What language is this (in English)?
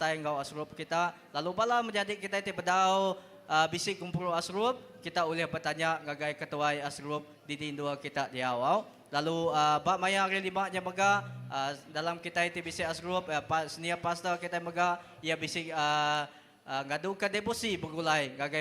Iban